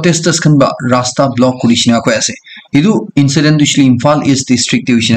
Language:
Naga Pidgin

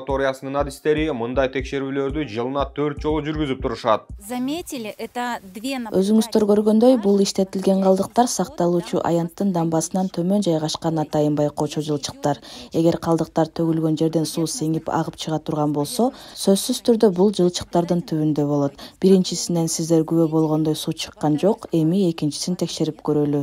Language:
Kyrgyz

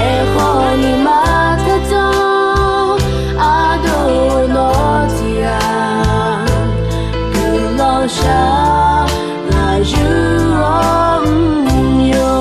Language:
Akha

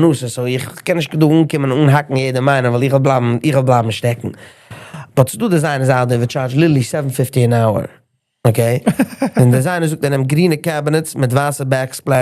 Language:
Yiddish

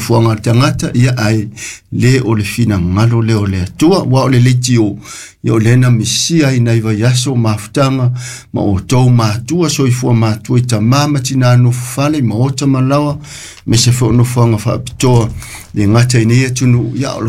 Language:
Samoan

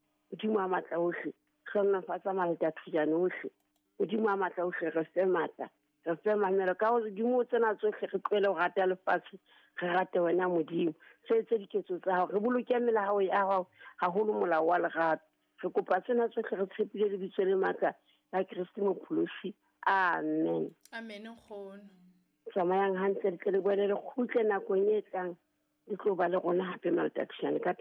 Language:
Southern Sotho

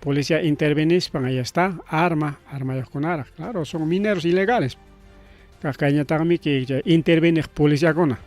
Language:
Ayacucho Quechua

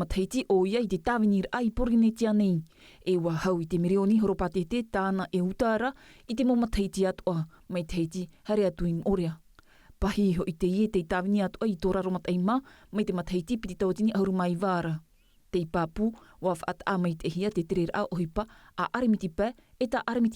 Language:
Tahitian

